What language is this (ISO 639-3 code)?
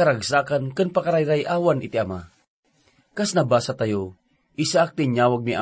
ilo